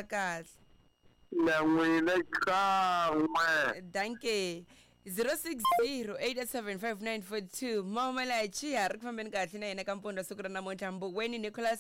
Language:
Tsonga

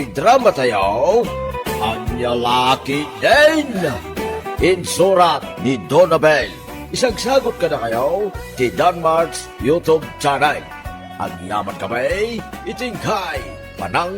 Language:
Iloko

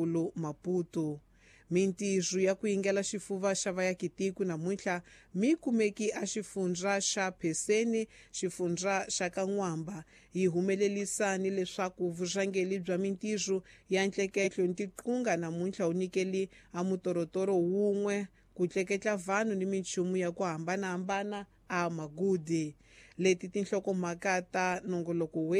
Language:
Tsonga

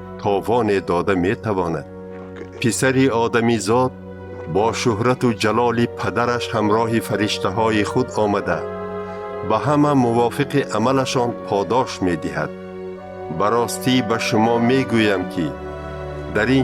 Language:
Tajik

